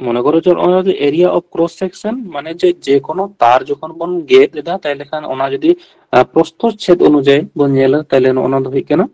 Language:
Santali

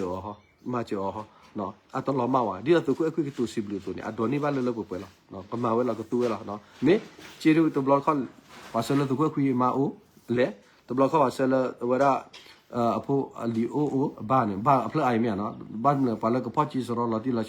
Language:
S'gaw Karen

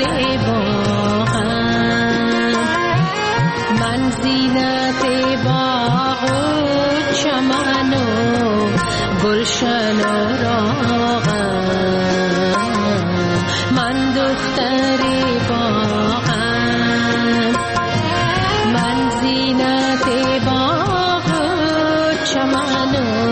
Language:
Persian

